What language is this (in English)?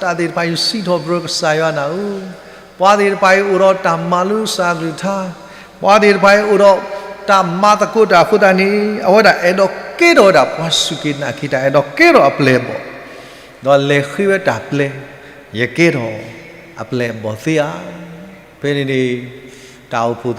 S'gaw Karen